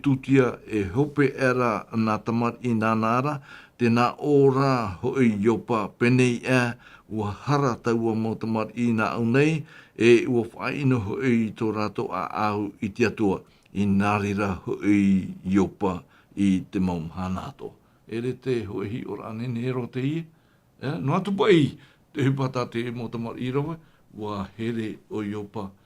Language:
Tahitian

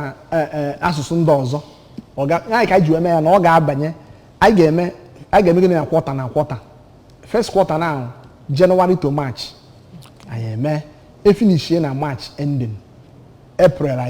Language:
Igbo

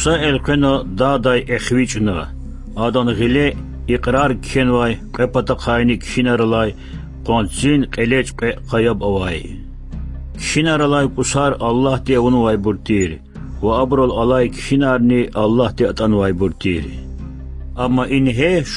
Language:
Lezghian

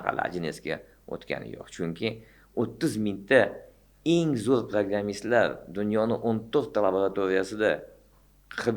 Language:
Uzbek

